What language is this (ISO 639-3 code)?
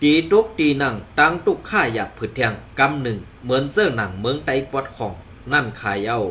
shn